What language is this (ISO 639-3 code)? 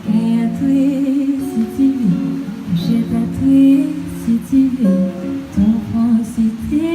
rcf